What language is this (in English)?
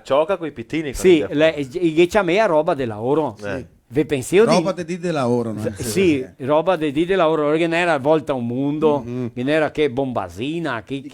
Venetian